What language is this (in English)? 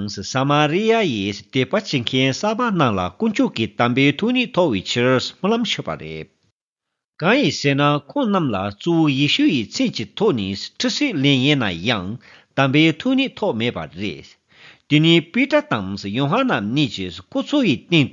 Tibetan